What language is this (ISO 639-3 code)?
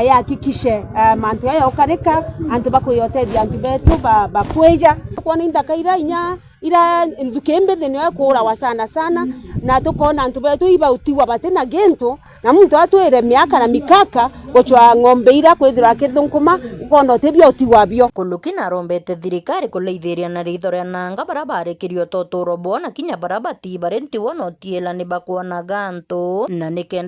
mer